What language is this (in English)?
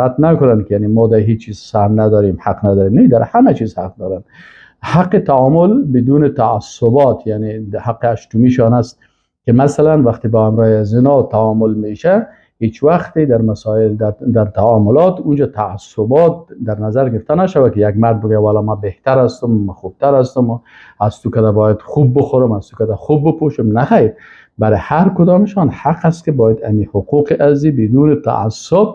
Persian